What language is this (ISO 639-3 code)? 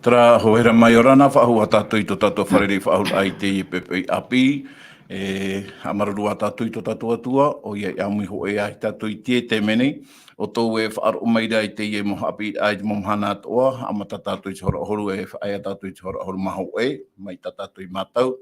tah